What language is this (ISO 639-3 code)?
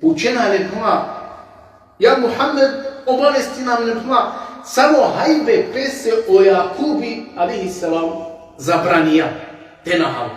rmn